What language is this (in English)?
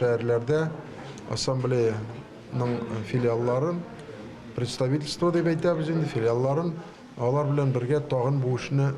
Tatar